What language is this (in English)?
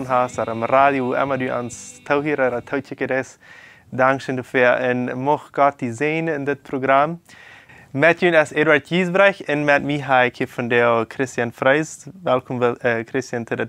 Plautdietsch